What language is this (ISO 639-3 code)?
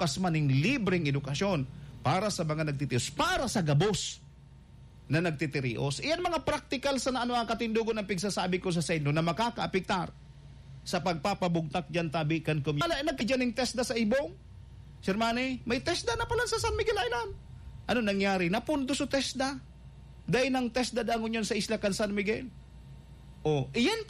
bik